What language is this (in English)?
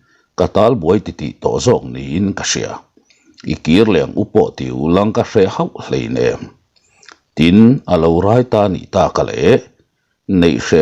Mizo